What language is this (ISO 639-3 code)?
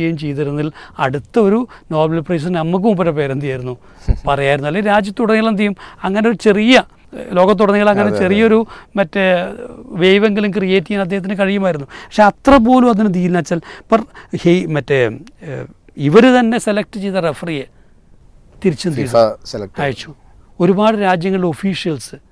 mal